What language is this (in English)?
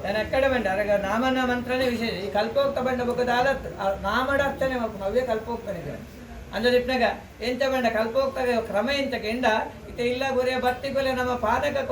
Tulu